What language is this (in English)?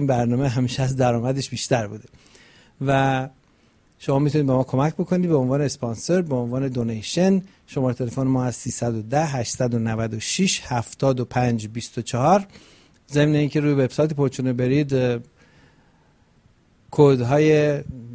Persian